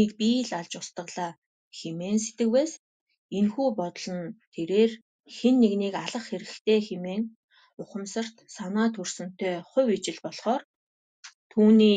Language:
Mongolian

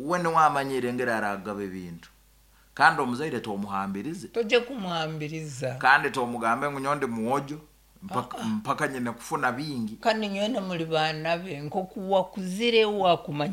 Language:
Nyankole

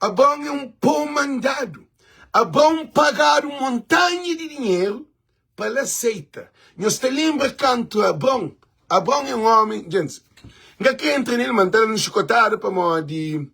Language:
Kabuverdianu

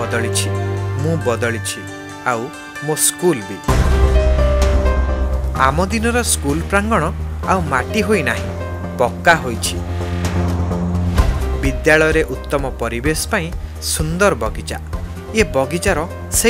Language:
Odia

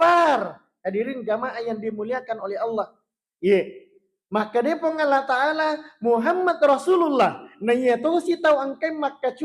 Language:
Buginese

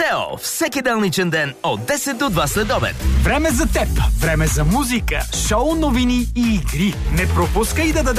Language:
Bulgarian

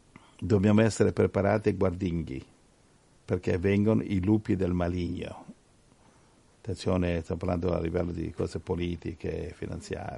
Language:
Italian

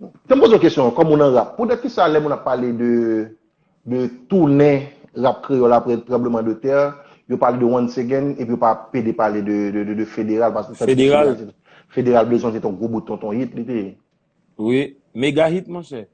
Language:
Haitian Creole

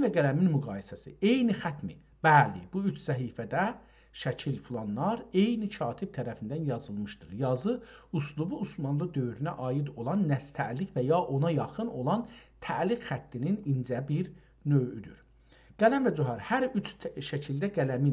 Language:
South Azerbaijani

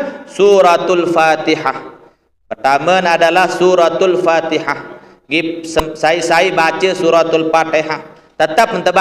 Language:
Sasak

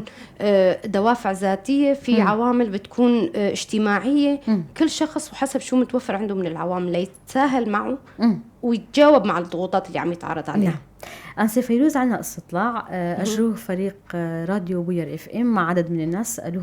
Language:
North Levantine Arabic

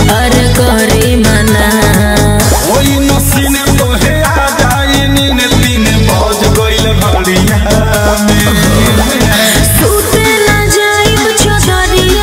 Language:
Bhojpuri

